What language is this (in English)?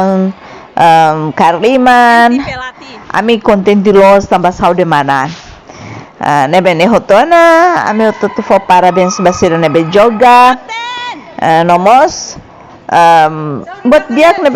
Tetum